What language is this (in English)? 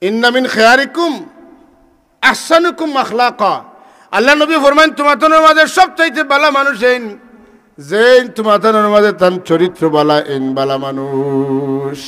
Sylheti